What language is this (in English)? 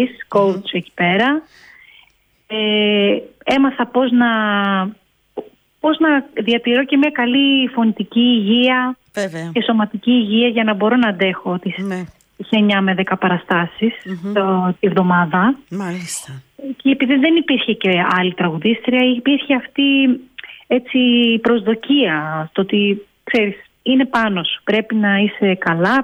Greek